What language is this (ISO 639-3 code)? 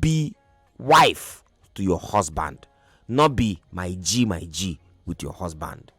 pcm